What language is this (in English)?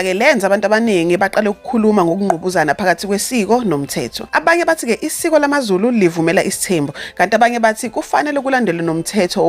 Zulu